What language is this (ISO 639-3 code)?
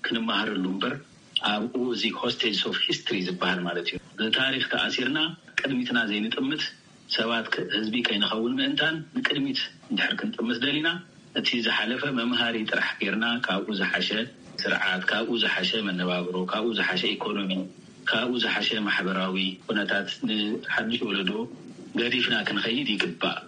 tir